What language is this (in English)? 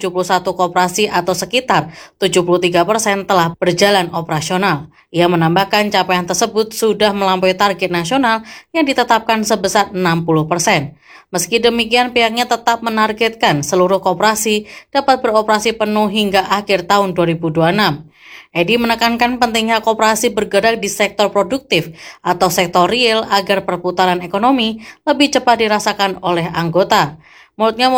Indonesian